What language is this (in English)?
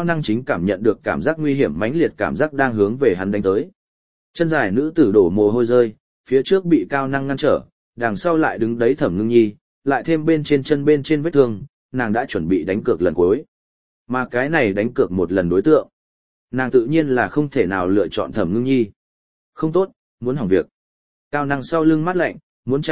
Vietnamese